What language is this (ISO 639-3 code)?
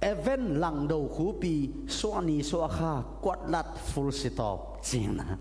ctd